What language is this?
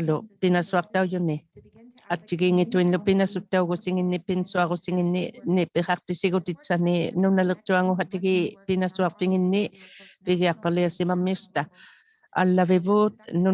Inuktitut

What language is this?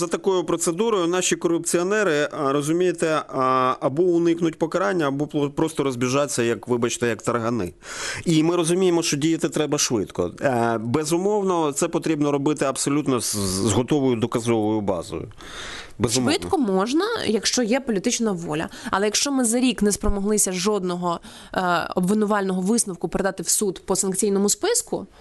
Ukrainian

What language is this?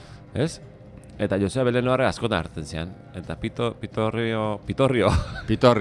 Basque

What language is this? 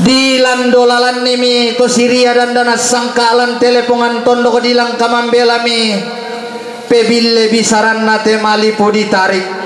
Toraja-Sa'dan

